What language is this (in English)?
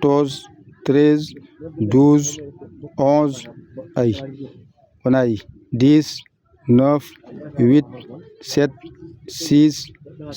Fula